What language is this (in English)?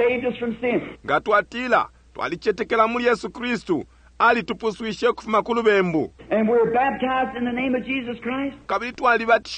Bemba